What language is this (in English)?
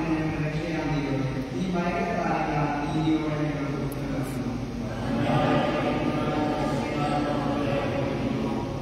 Malayalam